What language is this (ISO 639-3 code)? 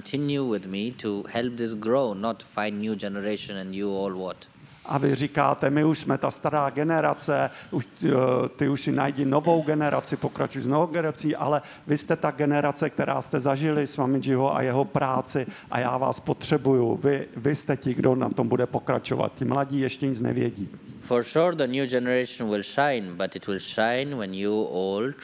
ces